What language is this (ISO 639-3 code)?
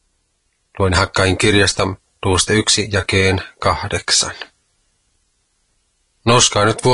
fin